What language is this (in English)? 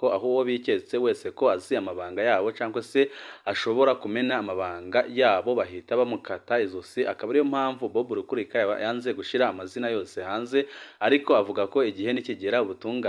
Rundi